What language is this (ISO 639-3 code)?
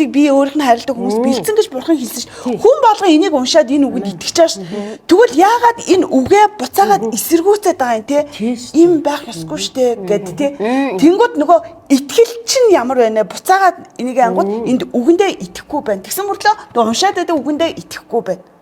mon